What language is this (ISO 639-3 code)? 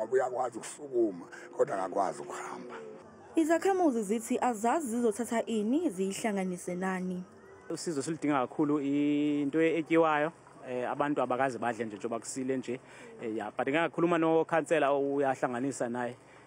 zul